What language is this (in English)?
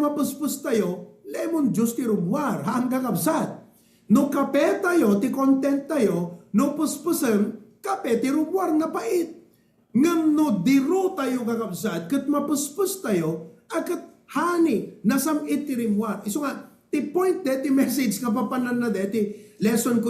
Iloko